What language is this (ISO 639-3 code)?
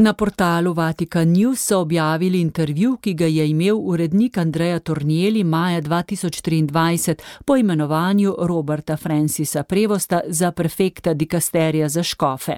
slv